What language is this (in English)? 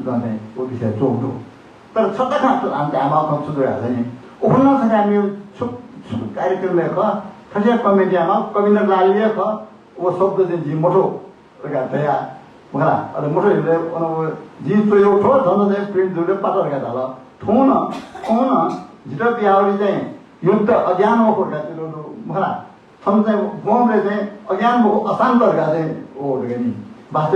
Newari